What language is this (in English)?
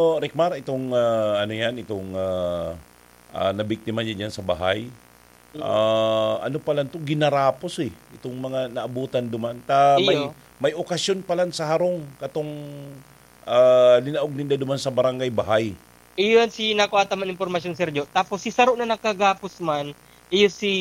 Bikol